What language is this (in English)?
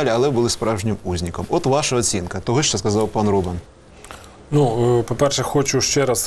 Ukrainian